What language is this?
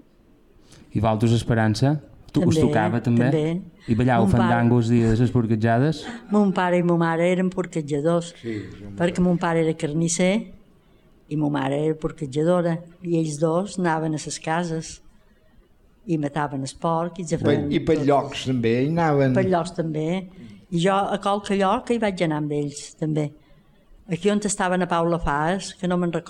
Catalan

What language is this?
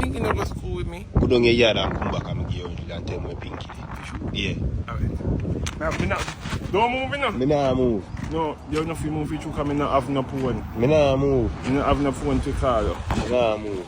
Jamaican Creole English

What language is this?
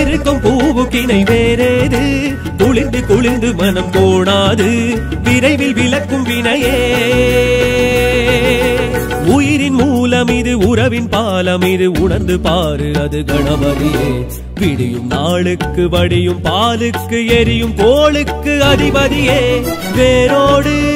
Tamil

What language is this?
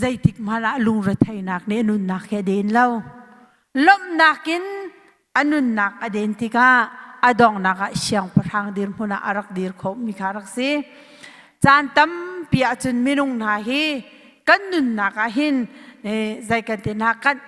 Hakha Chin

